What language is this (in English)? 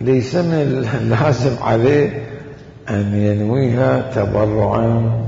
Mesopotamian Arabic